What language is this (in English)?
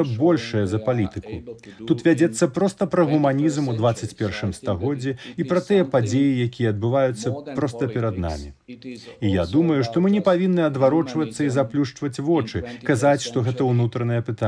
Belarusian